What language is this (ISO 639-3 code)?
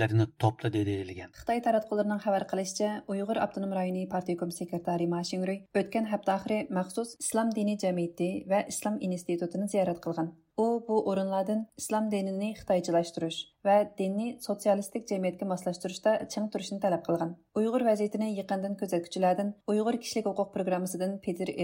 uig